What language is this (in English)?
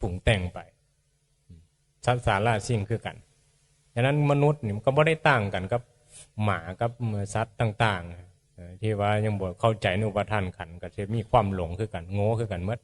Northeastern Thai